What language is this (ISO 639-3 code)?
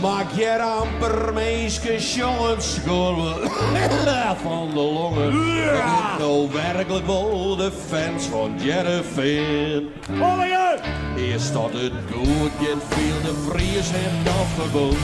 fry